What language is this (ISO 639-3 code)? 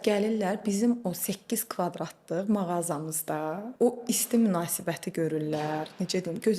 aze